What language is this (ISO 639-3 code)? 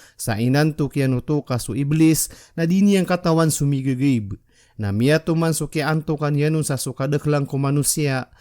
mrw